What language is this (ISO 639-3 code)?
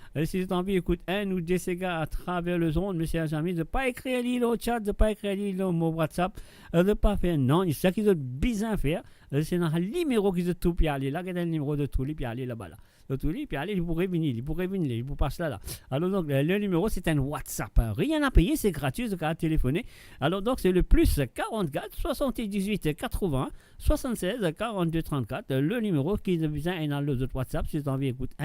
mfe